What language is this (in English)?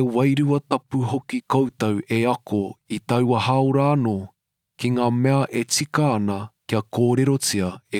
Māori